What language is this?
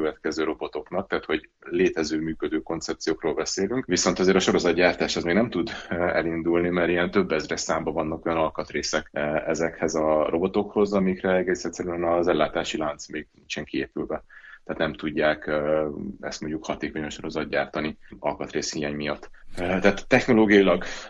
Hungarian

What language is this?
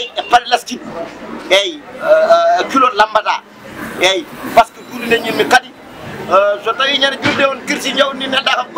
Fula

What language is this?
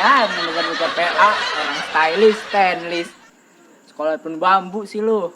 Betawi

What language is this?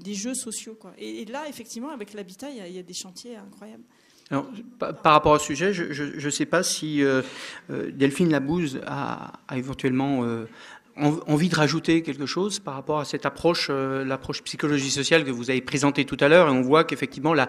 French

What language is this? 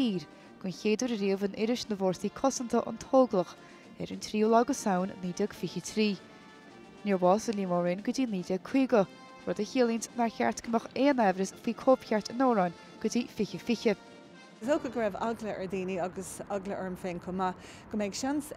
Irish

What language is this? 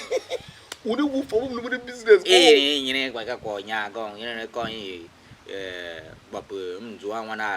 Tiv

